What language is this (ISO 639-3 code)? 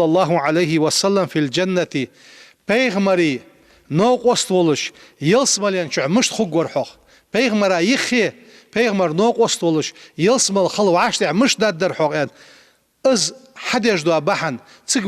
inh